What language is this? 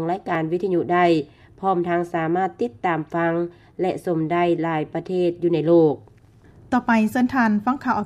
Lao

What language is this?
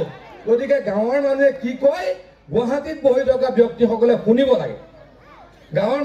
Assamese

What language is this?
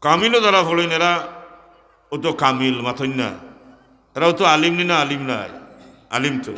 Sylheti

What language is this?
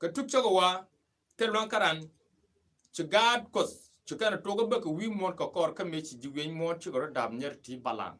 Nuer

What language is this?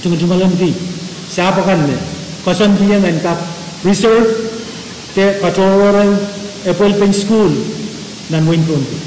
Pohnpeian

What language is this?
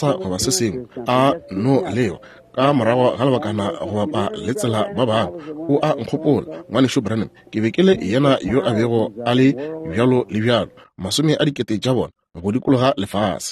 Northern Sotho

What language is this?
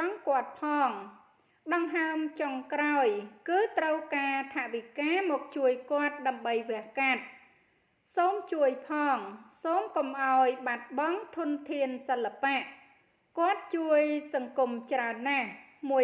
Khmer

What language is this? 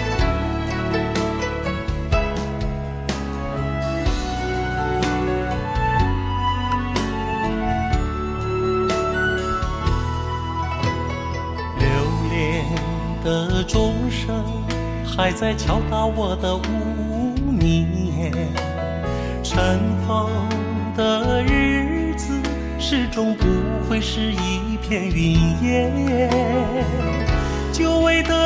Chinese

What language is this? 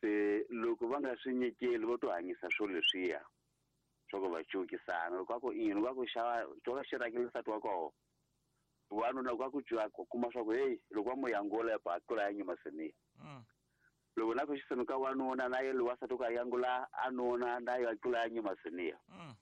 Tsonga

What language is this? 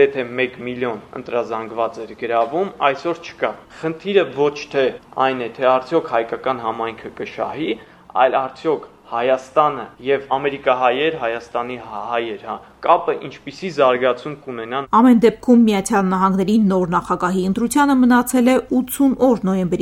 Armenian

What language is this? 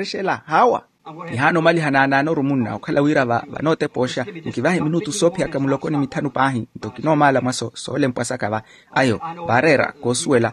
Makhuwa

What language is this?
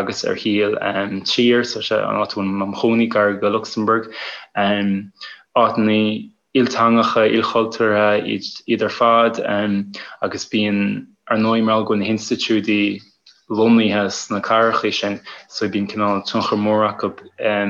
Irish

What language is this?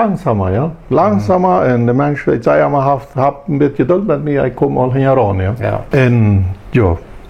Plautdietsch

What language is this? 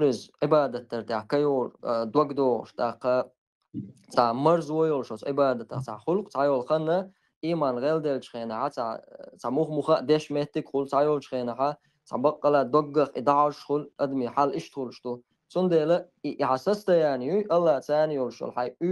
Chechen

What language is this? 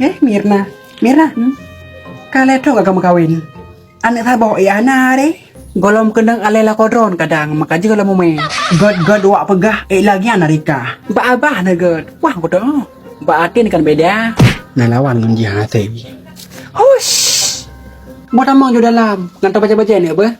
Achinese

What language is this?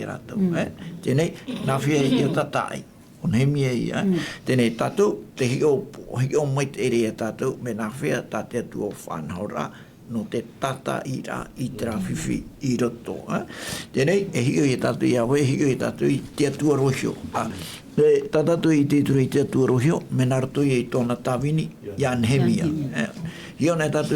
Tahitian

